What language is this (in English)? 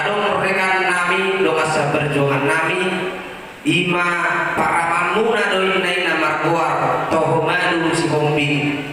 Batak Toba